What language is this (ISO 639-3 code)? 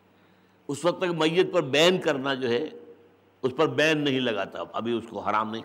urd